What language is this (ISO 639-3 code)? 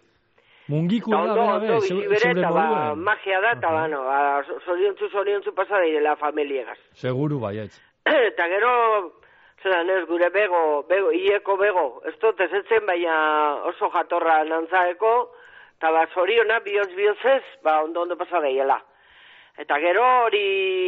eus